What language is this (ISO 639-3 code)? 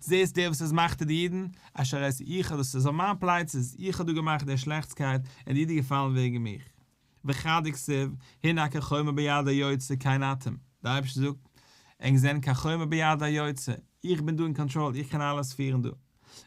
yid